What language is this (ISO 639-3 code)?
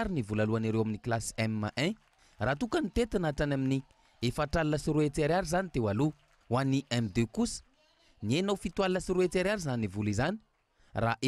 mlg